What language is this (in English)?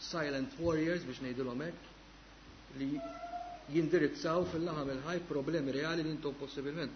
Maltese